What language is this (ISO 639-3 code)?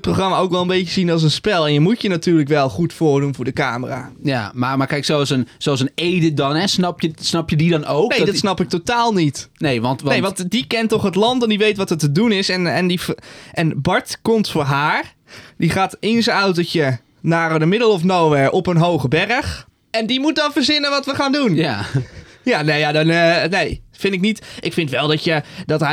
nld